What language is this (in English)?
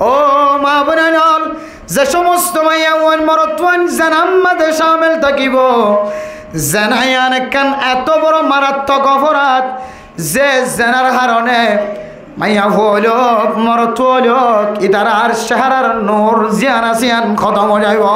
Rohingya